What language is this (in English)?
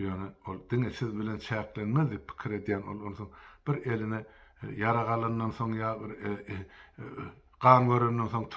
Turkmen